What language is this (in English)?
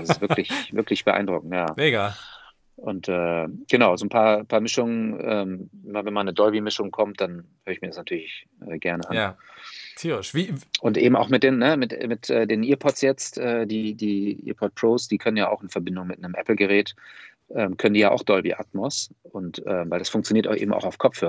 German